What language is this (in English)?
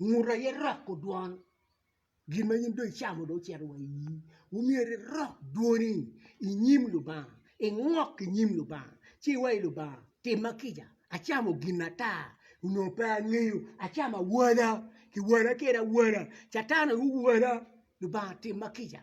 Acoli